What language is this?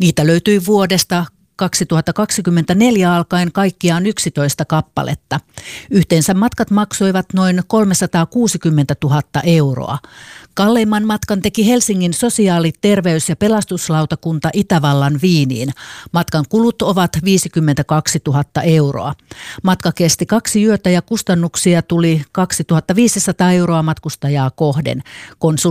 Finnish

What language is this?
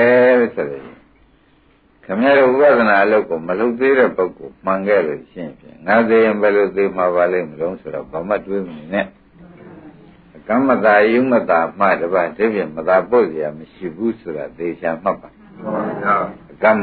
Burmese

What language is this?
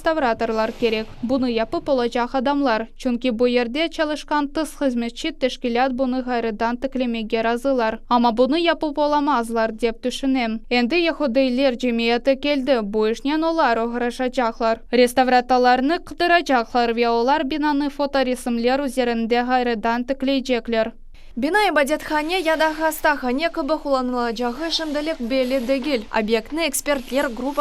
Crimean Tatar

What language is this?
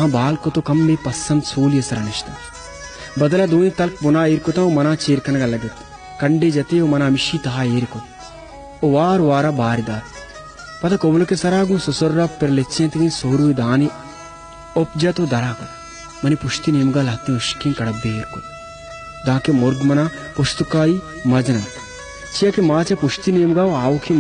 Baluchi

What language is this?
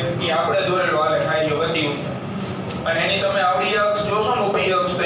Gujarati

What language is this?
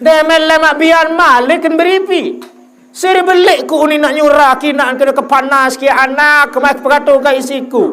Sasak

